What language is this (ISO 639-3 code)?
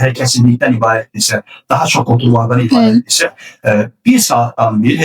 aze